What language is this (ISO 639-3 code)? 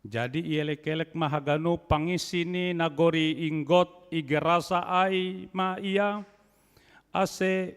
bts